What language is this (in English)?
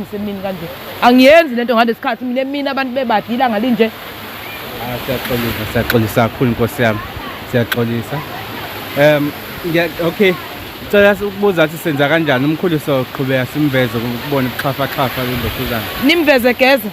Zulu